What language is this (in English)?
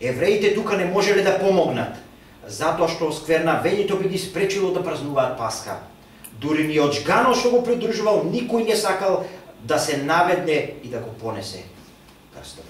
Macedonian